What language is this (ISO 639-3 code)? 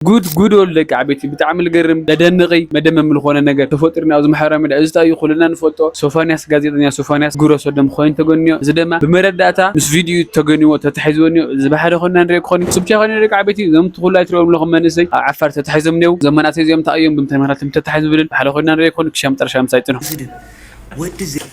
tir